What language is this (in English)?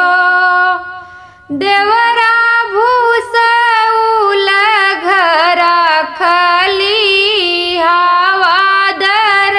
Bhojpuri